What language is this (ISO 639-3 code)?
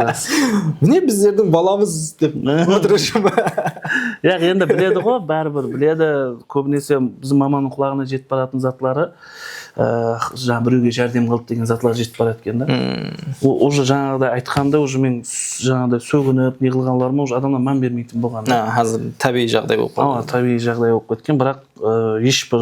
kaa